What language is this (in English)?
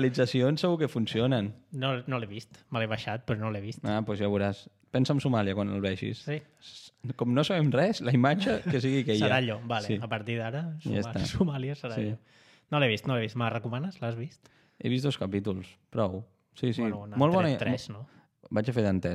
Catalan